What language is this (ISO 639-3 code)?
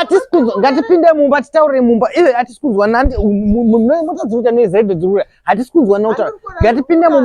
sna